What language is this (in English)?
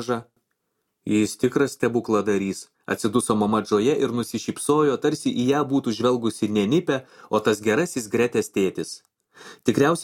Lithuanian